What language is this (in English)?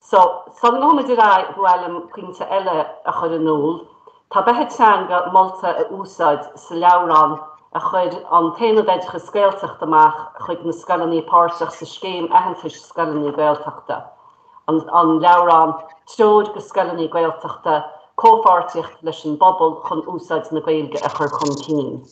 Irish